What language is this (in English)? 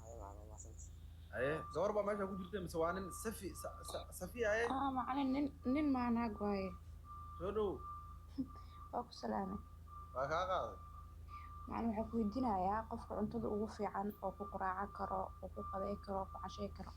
Somali